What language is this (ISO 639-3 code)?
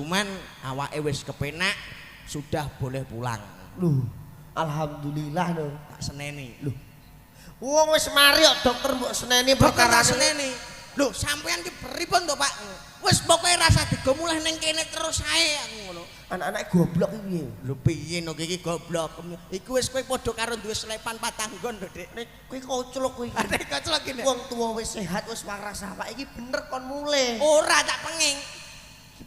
jav